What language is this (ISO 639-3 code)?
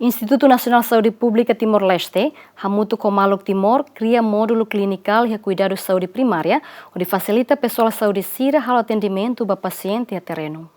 tet